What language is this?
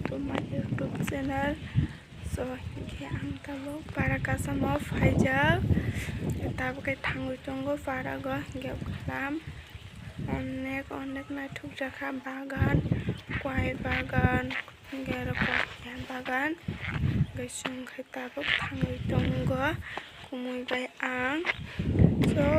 Kok Borok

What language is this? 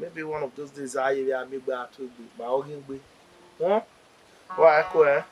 Bini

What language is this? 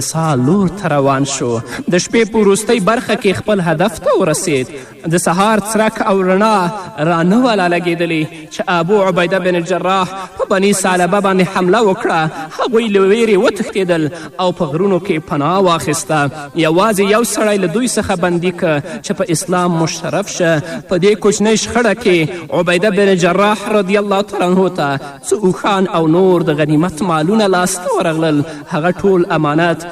Pashto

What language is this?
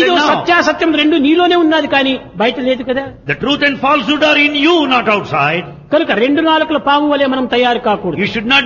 Telugu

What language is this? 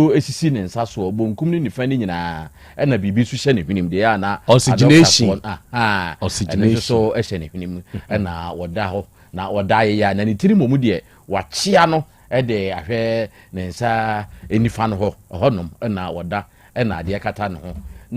Akan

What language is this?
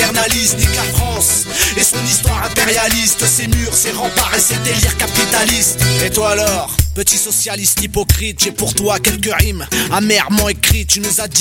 French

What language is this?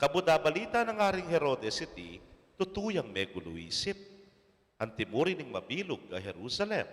Pampanga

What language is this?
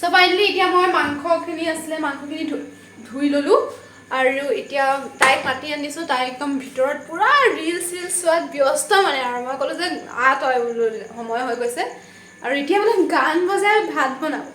Assamese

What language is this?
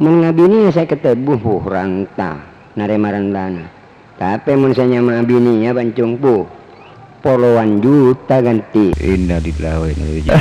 Madurese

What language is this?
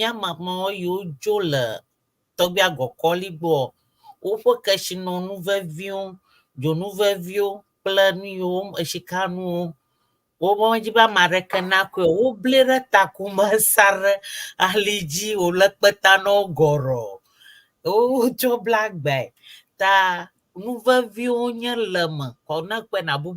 Ewe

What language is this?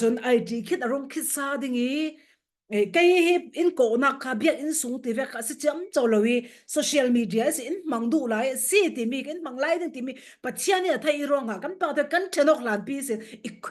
Falam Chin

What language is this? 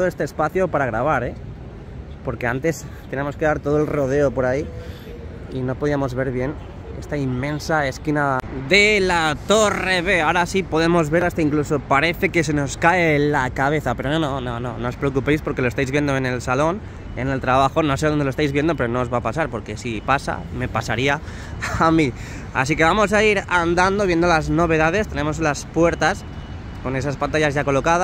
Spanish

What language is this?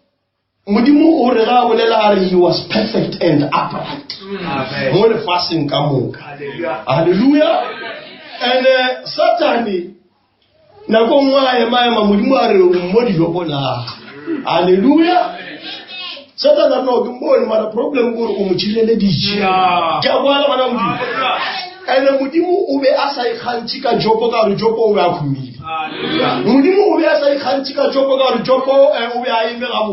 Northern Sotho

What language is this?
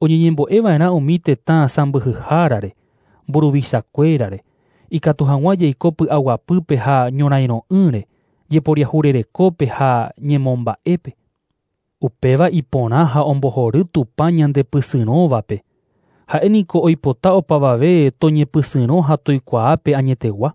Guarani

